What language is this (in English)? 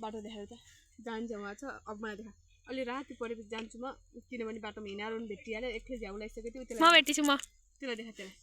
Nepali